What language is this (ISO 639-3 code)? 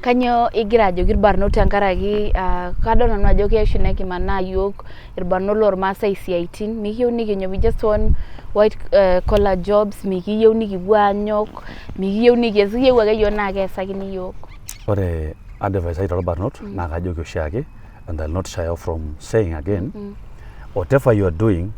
mas